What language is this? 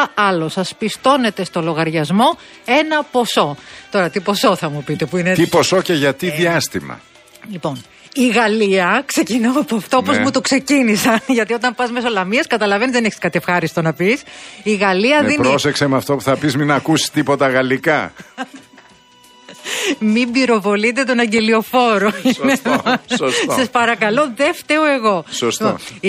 Greek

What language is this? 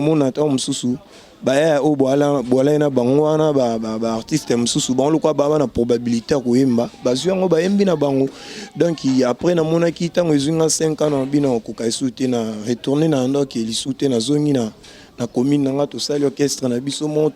Lingala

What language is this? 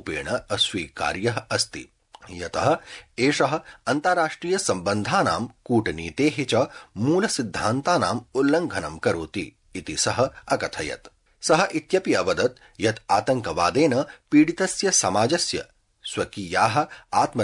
Sanskrit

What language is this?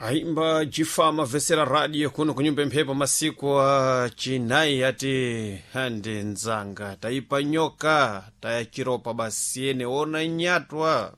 Sena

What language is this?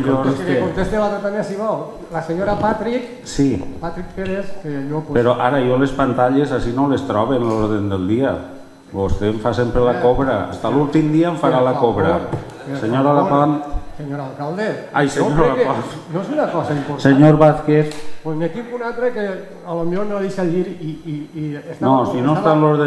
Catalan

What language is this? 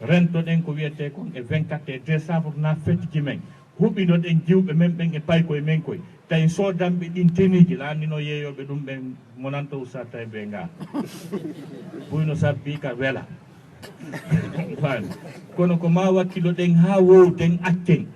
Fula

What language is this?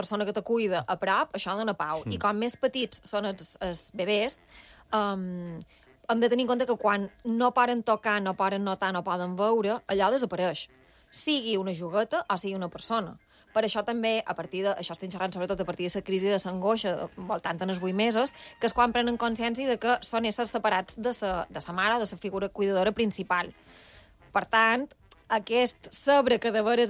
Catalan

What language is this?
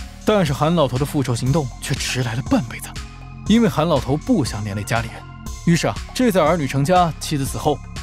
Chinese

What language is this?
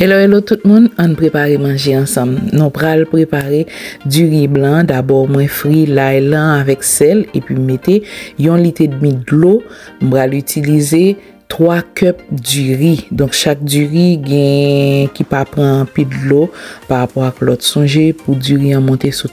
Haitian Creole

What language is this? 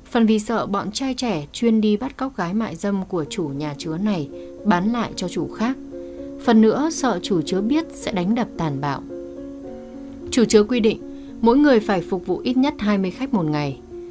Vietnamese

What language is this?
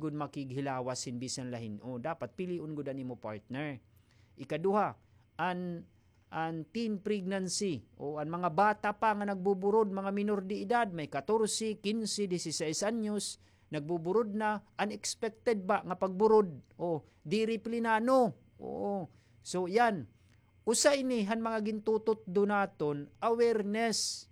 Waray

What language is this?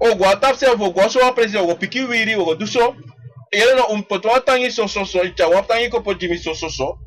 Sranan Tongo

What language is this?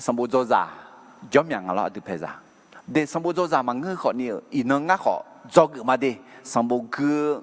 Akha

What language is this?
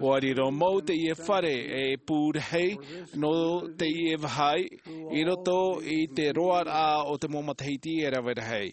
Tahitian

